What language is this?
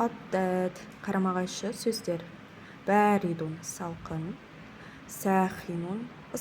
Kazakh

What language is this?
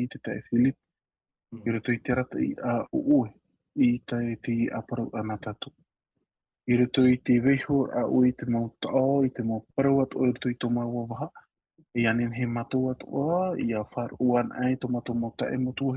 Tahitian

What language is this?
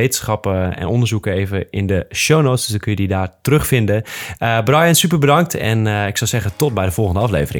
Dutch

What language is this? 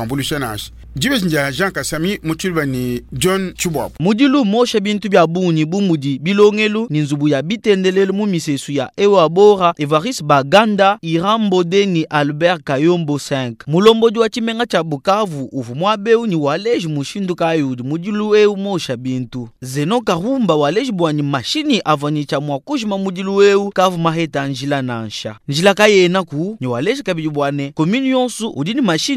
Luba-Lulua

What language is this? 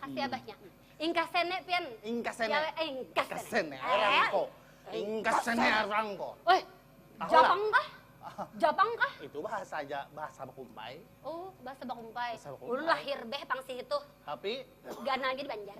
Banjar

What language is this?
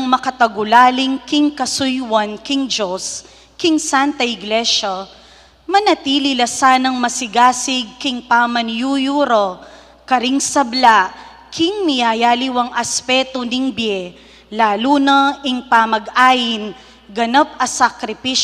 Pampanga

